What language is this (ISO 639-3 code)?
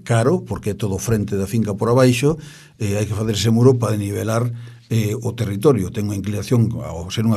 glg